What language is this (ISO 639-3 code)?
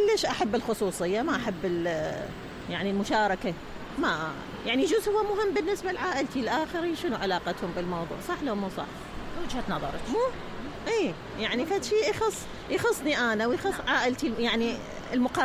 acm